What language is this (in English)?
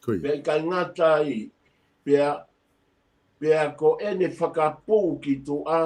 Tongan